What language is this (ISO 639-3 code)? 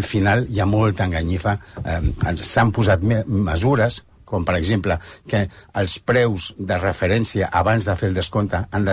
cat